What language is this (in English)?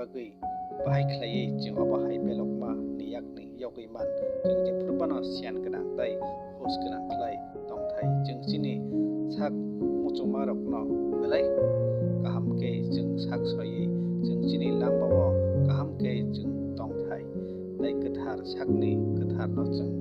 Kok Borok